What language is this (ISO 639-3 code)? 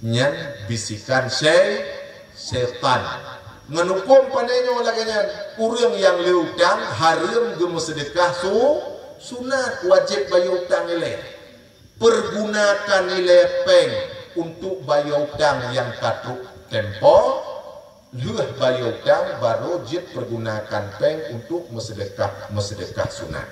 ace